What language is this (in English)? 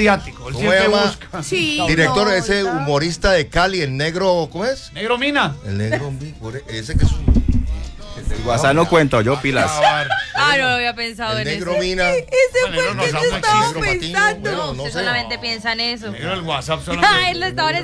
Spanish